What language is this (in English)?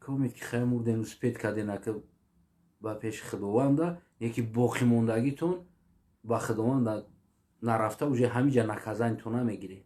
Tajik